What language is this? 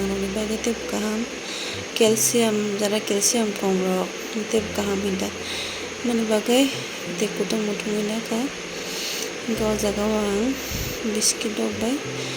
Kok Borok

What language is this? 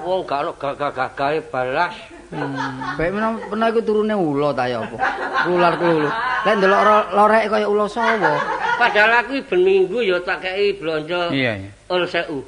Javanese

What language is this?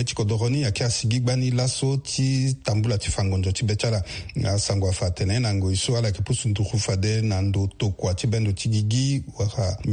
Sango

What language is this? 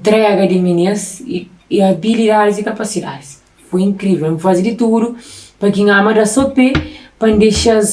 Kabuverdianu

